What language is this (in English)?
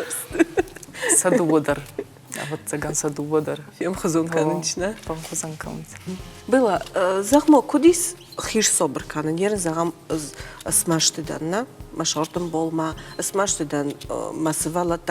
Ossetic